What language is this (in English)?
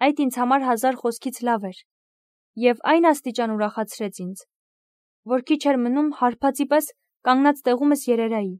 Armenian